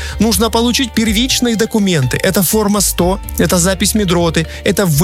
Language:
Russian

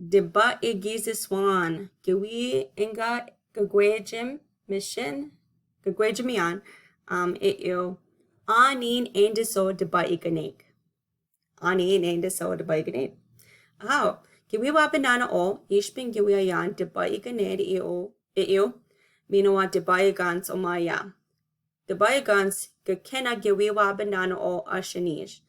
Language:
Chippewa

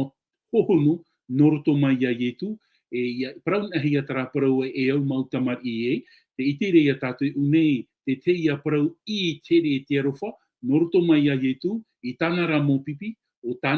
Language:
Tahitian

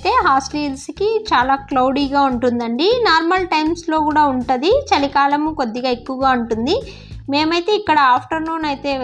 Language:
Telugu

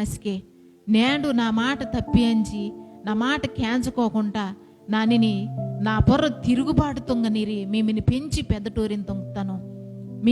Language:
Koya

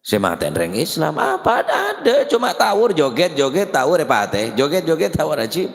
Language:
Madurese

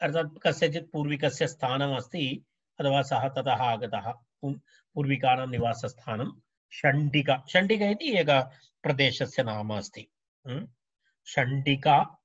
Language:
Sanskrit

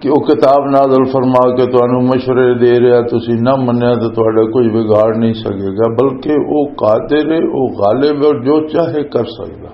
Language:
Western Panjabi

